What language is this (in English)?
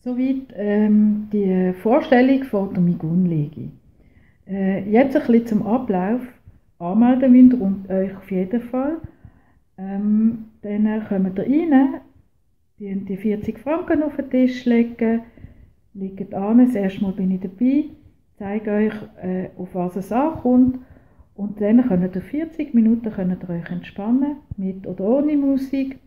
Swiss German